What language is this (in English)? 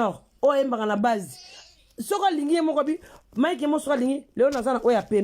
Lingala